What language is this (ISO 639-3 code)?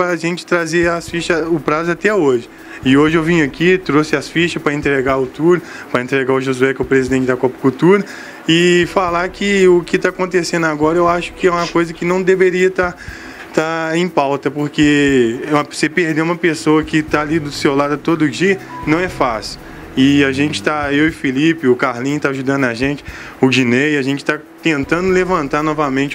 por